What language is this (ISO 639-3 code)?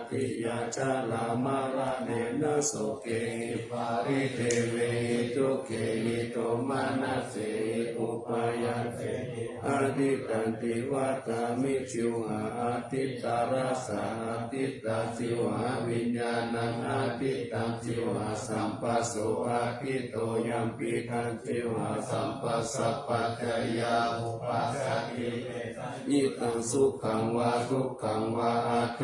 pli